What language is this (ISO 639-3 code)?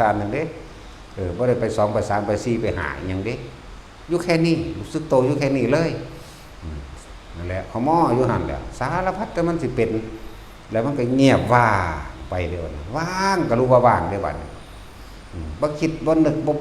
tts